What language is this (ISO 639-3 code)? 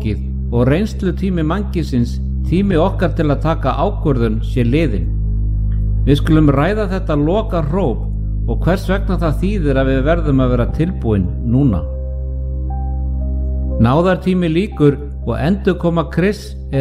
isl